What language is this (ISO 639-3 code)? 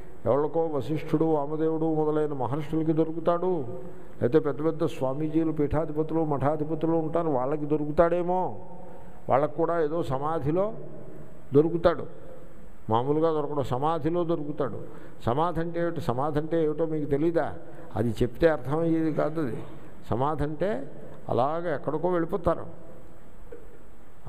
tel